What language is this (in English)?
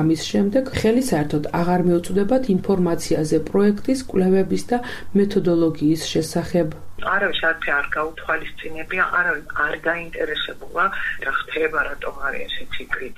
Georgian